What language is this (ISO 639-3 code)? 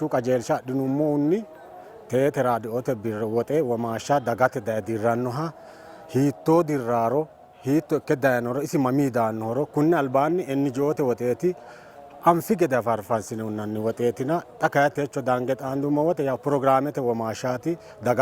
sid